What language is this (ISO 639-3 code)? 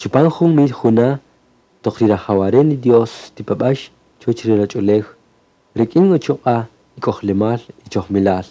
cak